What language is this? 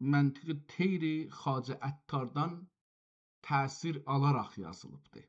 South Azerbaijani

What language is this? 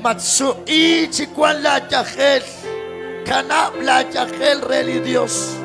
Kekchí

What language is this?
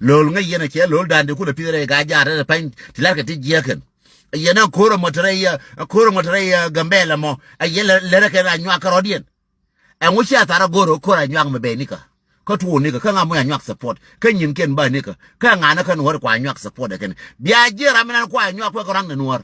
Nuer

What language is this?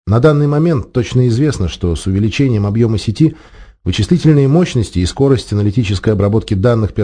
Russian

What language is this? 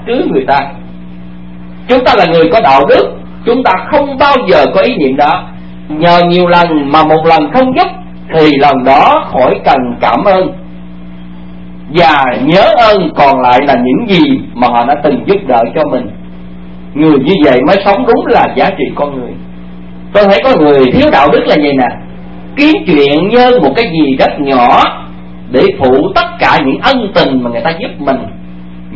Vietnamese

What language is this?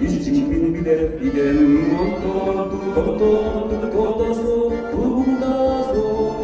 Yakut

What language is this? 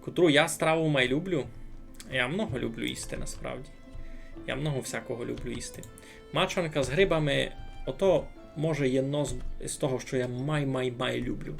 Rusyn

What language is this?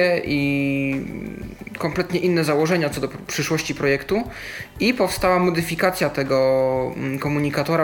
Polish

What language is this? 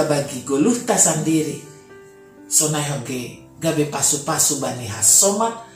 Batak Simalungun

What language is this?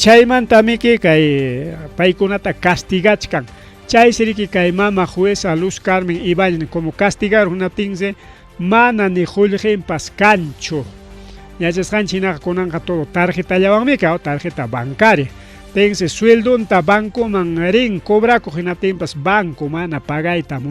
Ayacucho Quechua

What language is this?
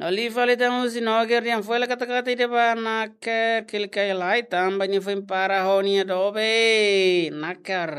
Tetum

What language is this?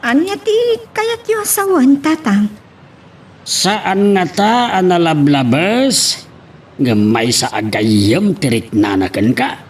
Iloko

